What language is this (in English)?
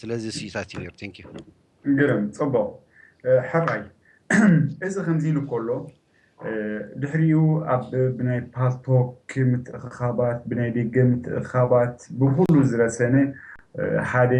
Tigrinya